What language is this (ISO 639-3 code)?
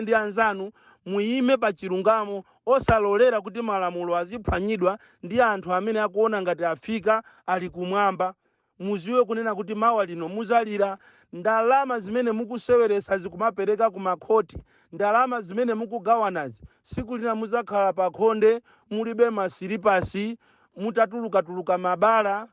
nya